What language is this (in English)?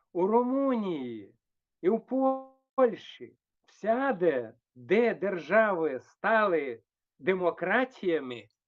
Rusyn